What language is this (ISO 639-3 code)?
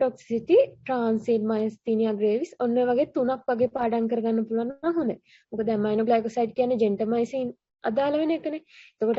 sin